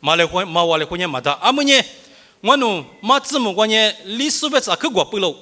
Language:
Lisu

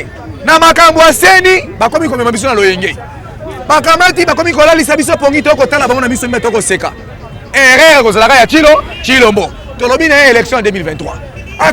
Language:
Lingala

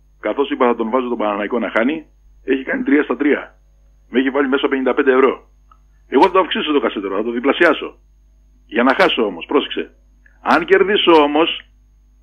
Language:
Greek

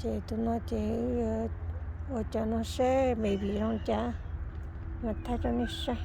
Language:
Hmong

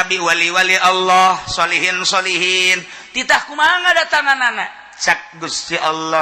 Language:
Sundanese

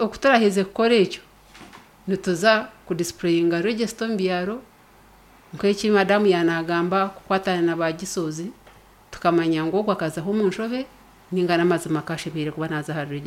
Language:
Nyankole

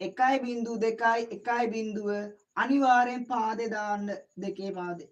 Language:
Sinhala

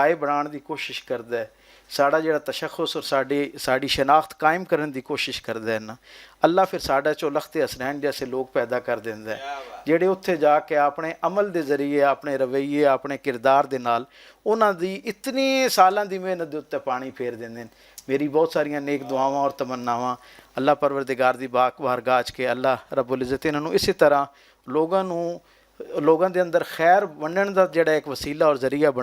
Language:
Western Panjabi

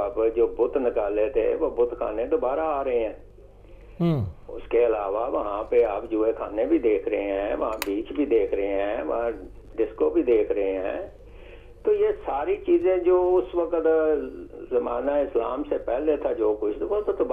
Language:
Urdu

